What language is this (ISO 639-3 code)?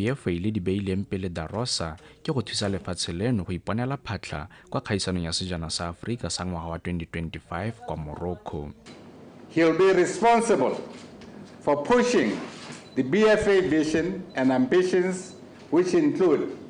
tsn